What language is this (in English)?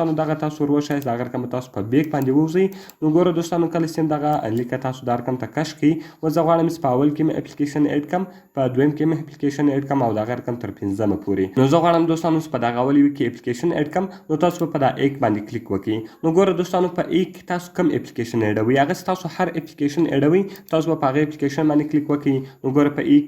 Pashto